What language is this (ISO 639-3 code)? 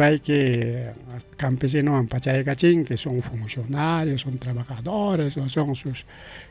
quy